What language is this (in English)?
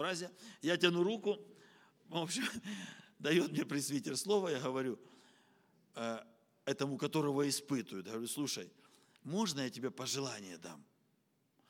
Russian